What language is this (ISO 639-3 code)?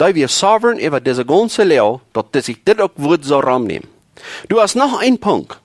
pdt